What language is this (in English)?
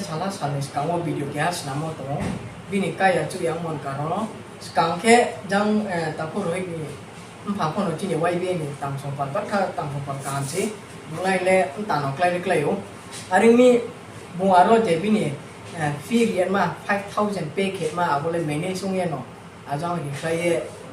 Riang (India)